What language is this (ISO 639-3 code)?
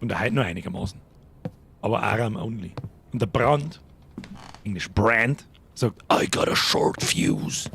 bar